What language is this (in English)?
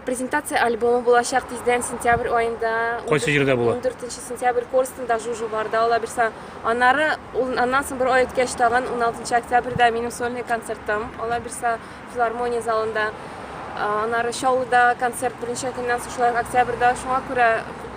Tatar